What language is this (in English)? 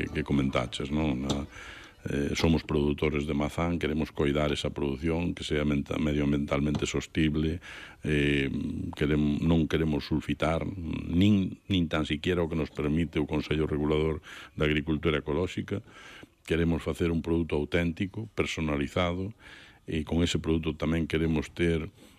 Galician